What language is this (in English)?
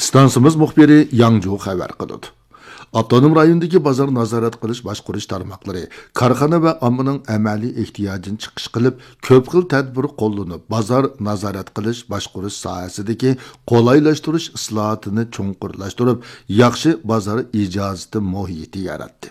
Uyghur